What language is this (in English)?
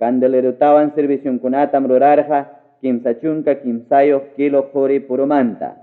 Ayacucho Quechua